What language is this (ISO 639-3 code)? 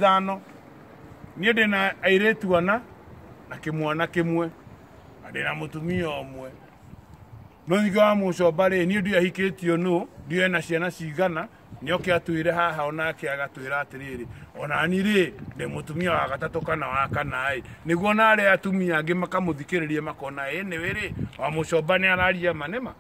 kik